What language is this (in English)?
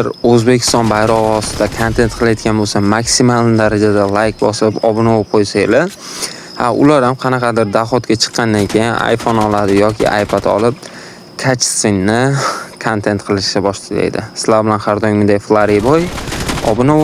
Uzbek